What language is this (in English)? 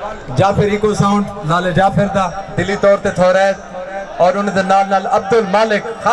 Saraiki